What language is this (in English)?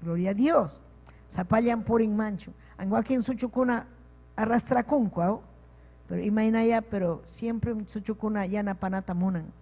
Ayacucho Quechua